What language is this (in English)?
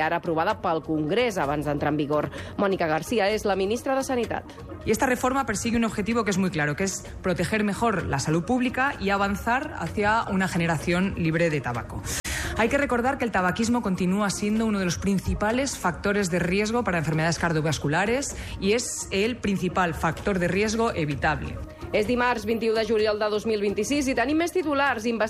Catalan